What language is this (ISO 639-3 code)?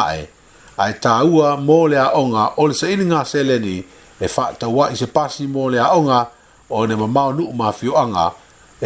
smo